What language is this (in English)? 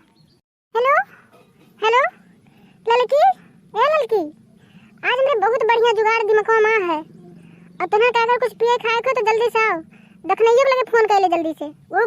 Awadhi